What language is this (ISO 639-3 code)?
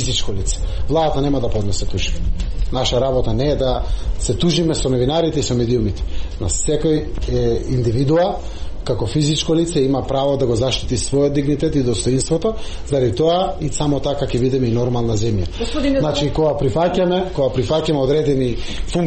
mkd